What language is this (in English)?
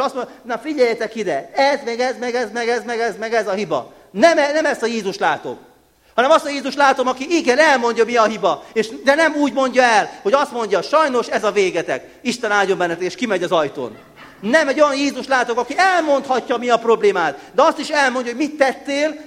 Hungarian